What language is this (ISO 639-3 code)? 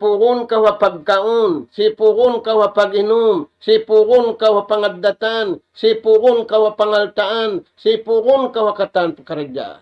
tsg